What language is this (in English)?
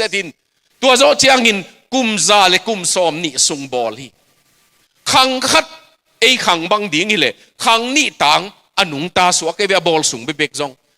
Tedim Chin